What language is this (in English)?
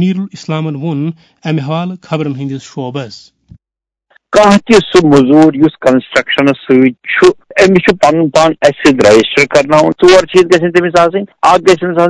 Kashmiri